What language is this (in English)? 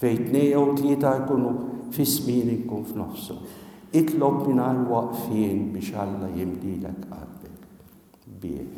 Maltese